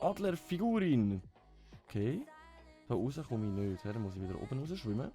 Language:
Swiss German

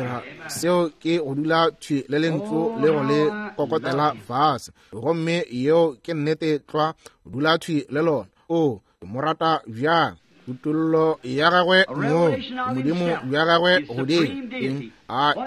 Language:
Northern Sotho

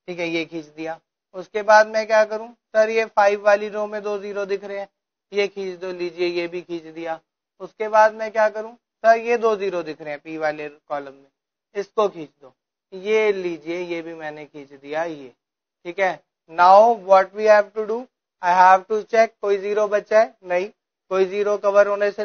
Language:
Hindi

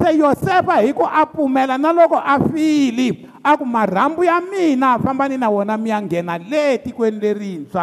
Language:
Tsonga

